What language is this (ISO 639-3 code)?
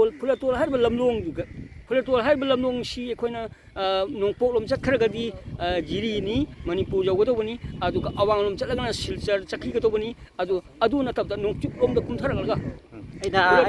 mni